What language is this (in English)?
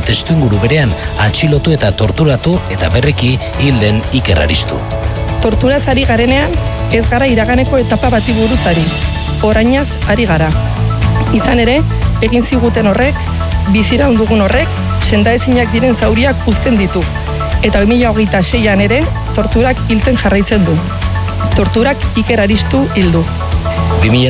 Basque